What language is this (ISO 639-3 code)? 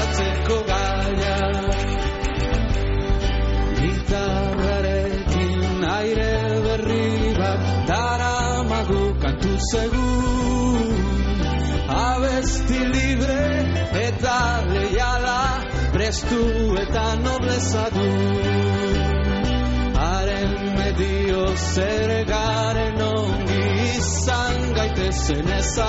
eus